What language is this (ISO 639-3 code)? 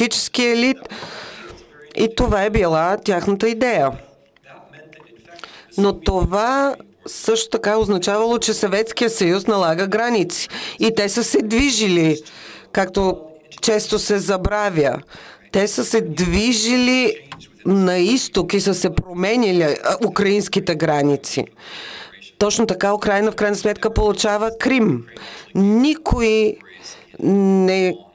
bul